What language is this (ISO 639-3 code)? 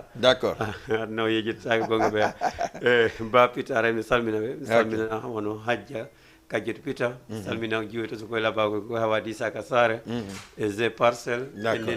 ful